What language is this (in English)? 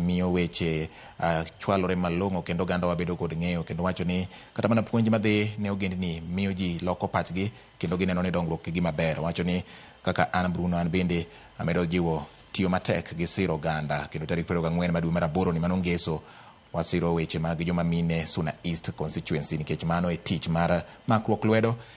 Luo (Kenya and Tanzania)